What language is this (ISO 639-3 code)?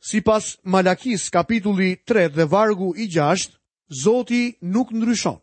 sqi